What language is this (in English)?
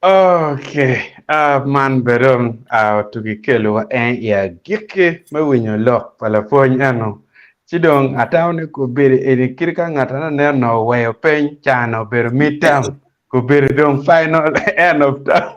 Acoli